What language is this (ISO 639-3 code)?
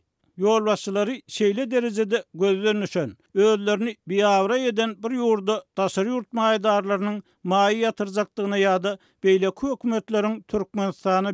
tuk